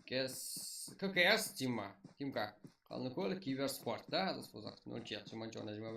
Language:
Kara-Kalpak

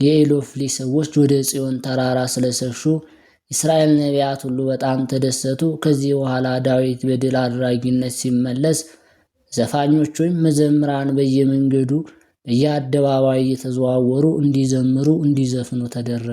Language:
Amharic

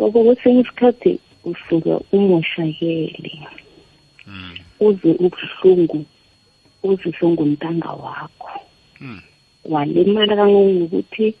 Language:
South Ndebele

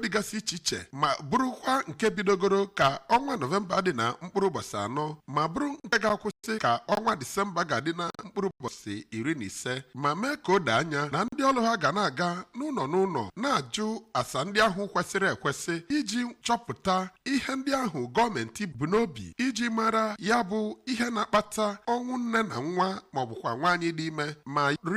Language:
Igbo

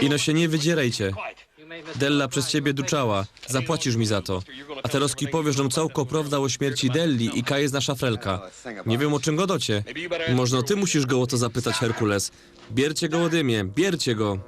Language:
Silesian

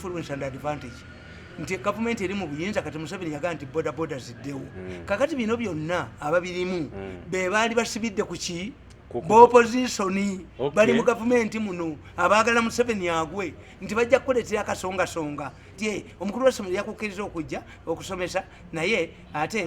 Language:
Ganda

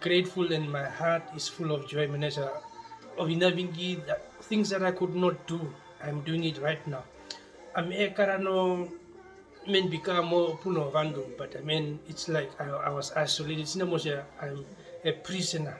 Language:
Herero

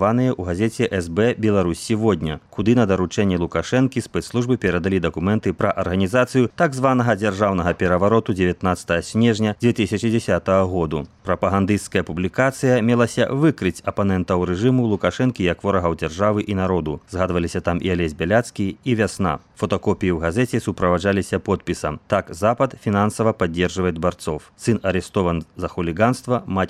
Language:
Belarusian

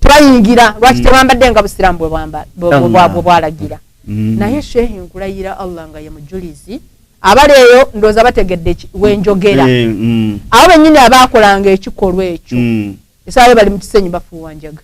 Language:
Ganda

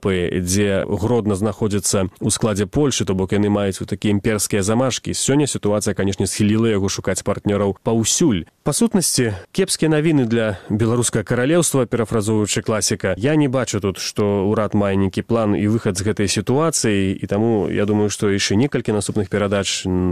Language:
Belarusian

